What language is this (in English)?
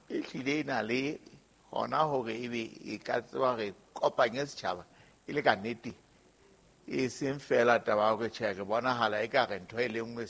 Southern Sotho